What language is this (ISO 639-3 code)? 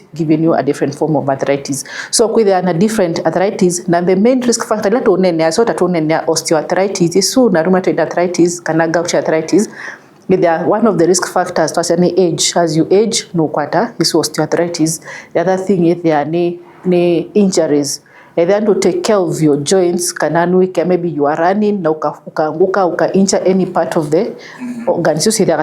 kam